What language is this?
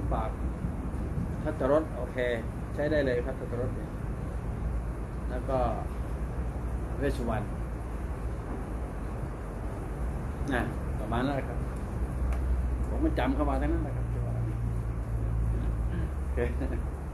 Thai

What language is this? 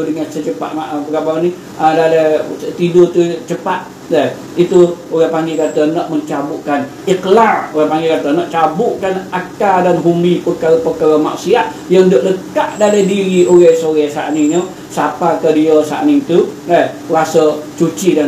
Malay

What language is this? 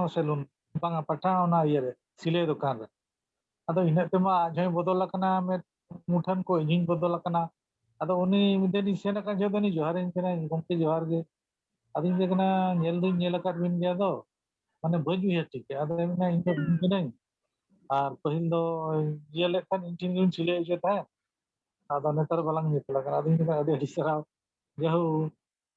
Santali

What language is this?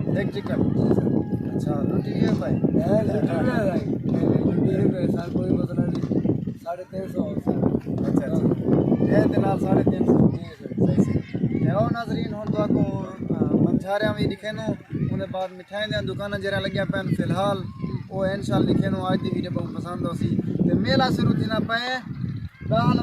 Saraiki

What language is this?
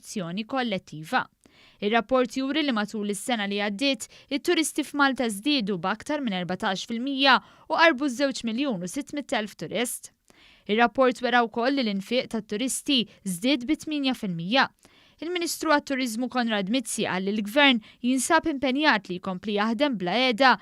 Maltese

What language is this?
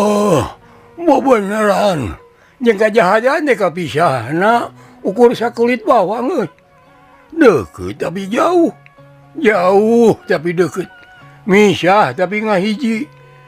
Sundanese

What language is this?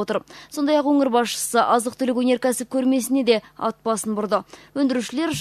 Kazakh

